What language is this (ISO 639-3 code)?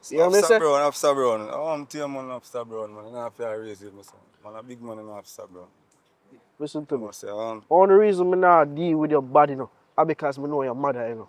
jam